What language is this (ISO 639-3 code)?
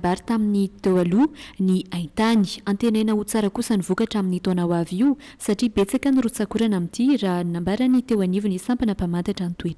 mlg